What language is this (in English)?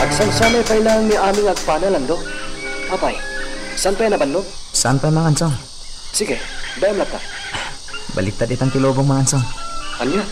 Iloko